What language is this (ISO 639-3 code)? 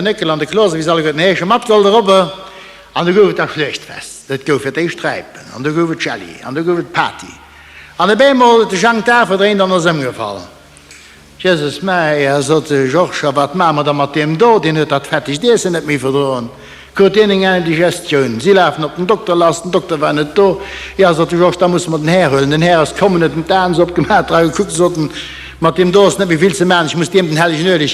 ltz